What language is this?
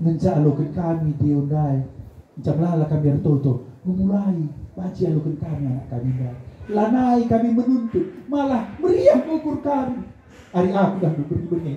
Batak Karo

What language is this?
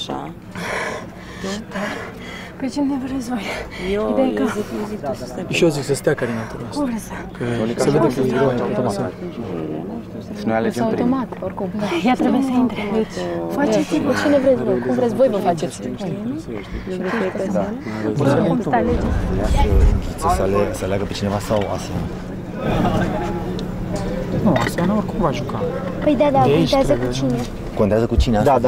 Romanian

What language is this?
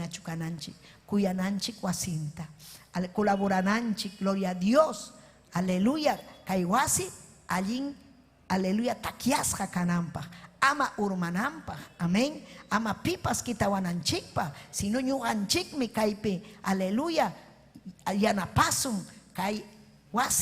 Ayacucho Quechua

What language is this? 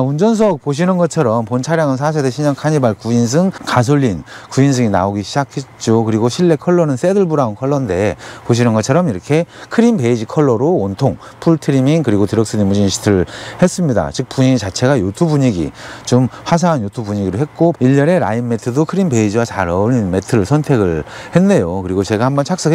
Korean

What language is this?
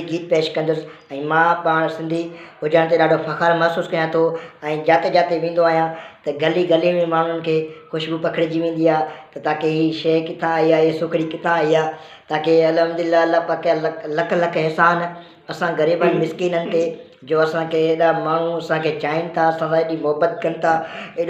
Sindhi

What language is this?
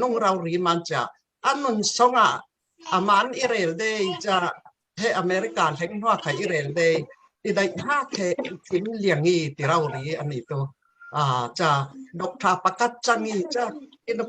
Falam Chin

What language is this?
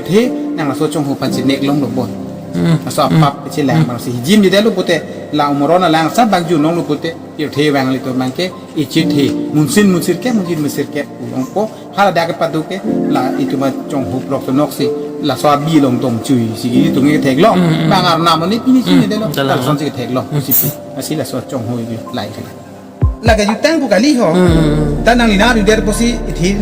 Karbi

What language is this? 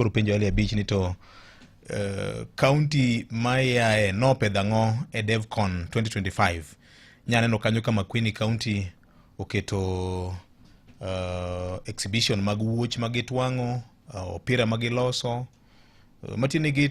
Luo (Kenya and Tanzania)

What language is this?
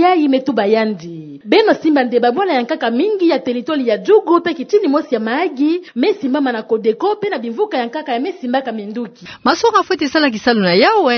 Kituba (Democratic Republic of Congo)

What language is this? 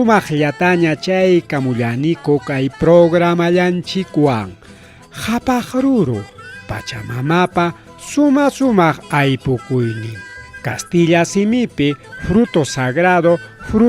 Ayacucho Quechua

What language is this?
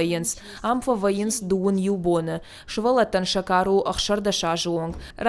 Ossetic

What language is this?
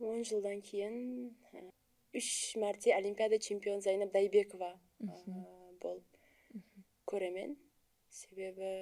Kara-Kalpak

